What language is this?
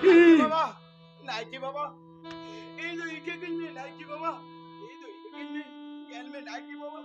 Santali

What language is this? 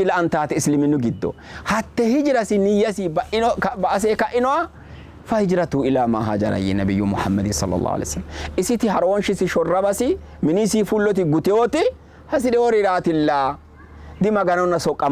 Sidamo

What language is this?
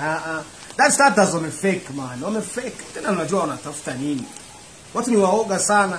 Rundi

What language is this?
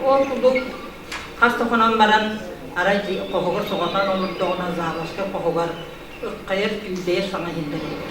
Yakut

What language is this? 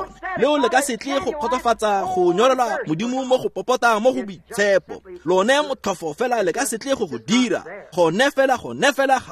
Tswana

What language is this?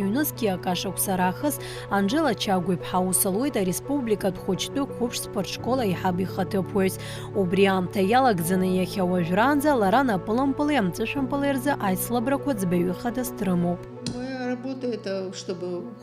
Abkhazian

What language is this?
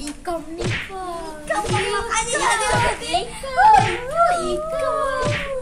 Banjar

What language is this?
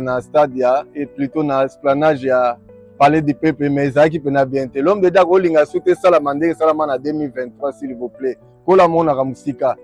Lingala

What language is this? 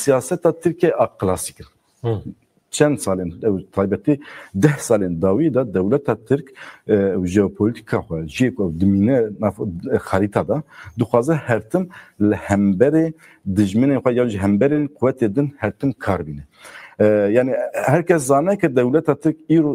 Kurdish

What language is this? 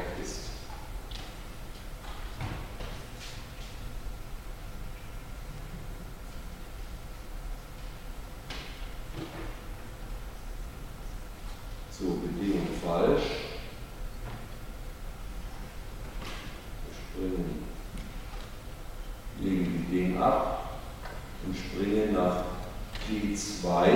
German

